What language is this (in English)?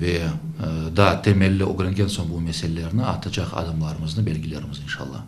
Crimean Tatar